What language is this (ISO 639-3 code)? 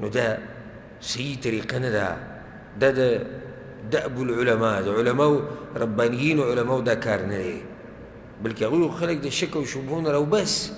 pus